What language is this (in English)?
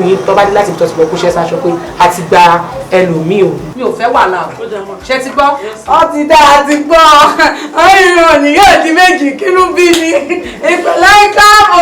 Yoruba